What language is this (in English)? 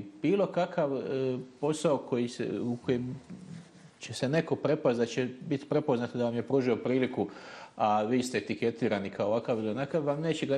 Bosnian